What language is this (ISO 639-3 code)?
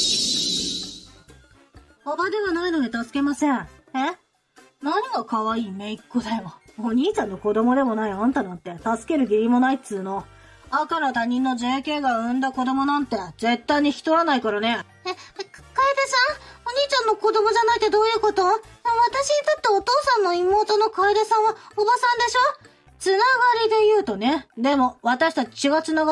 jpn